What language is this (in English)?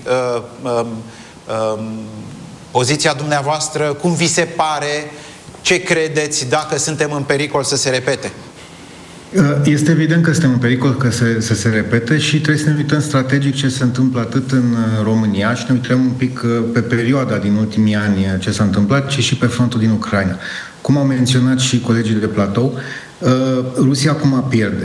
Romanian